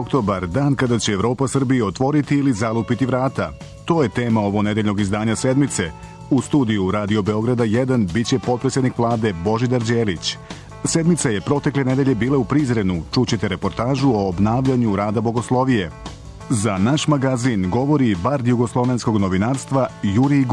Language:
Serbian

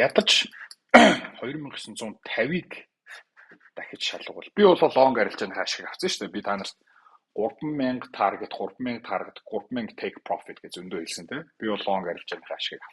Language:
Mongolian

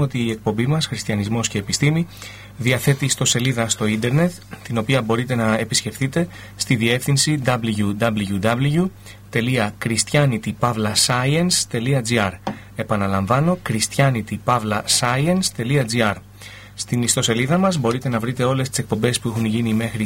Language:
Greek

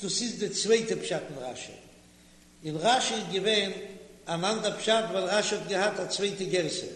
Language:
Yiddish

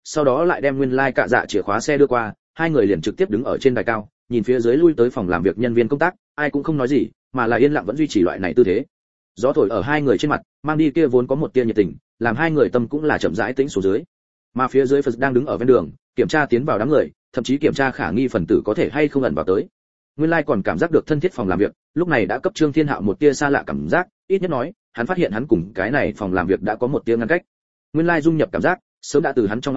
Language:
Vietnamese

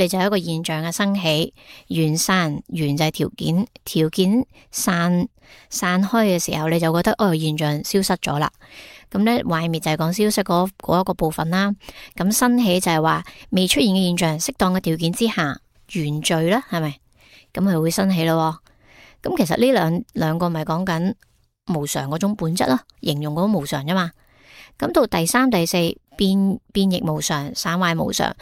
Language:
Cantonese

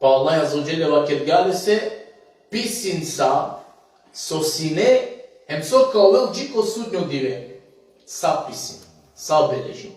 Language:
Balkan Romani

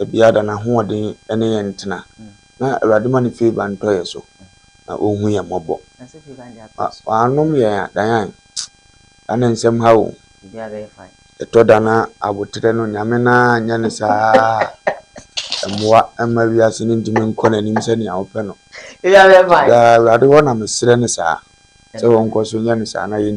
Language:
Akan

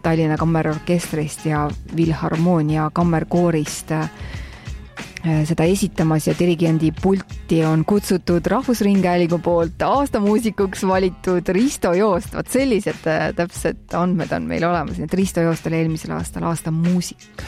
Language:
Estonian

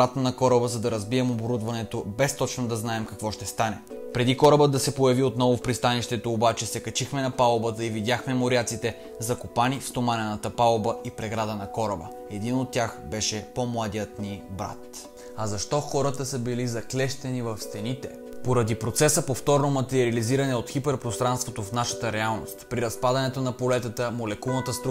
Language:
Bulgarian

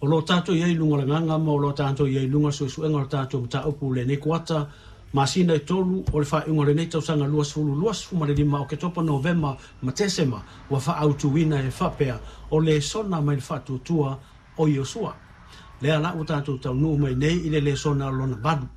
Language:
Samoan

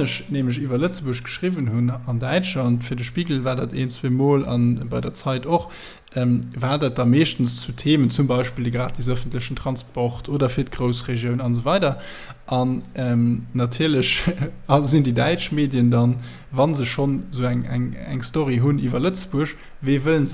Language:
Luxembourgish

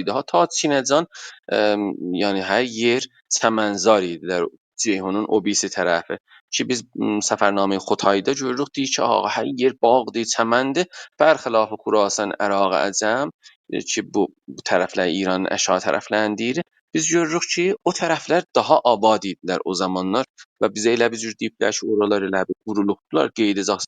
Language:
South Azerbaijani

